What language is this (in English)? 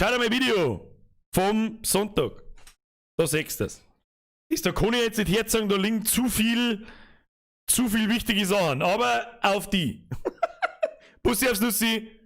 Bavarian